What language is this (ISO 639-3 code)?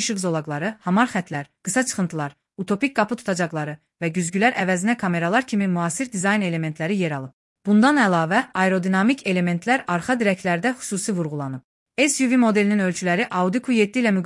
aze